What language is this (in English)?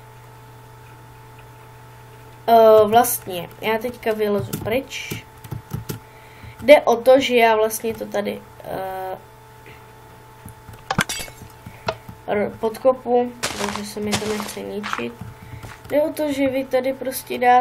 Czech